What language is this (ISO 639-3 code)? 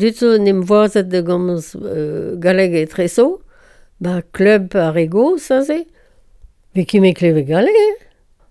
bre